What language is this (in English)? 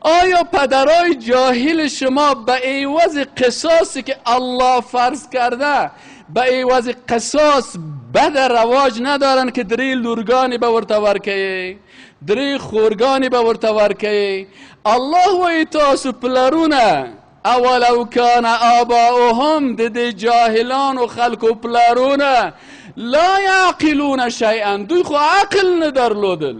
Persian